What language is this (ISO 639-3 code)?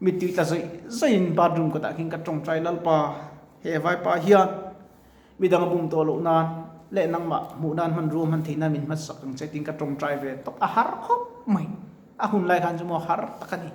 lus